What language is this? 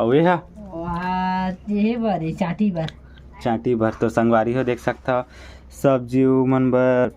Chhattisgarhi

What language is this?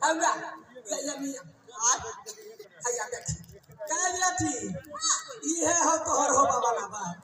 Maithili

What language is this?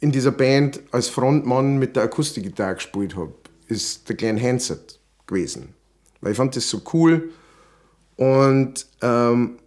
Bavarian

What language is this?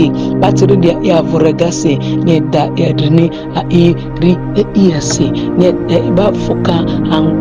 Ma'di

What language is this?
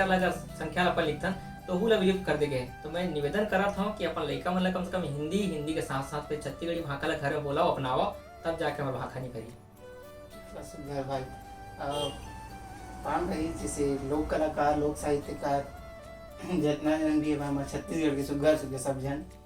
Chhattisgarhi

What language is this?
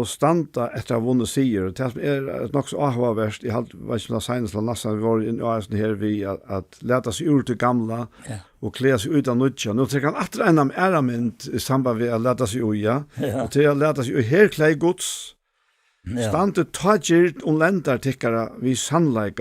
Faroese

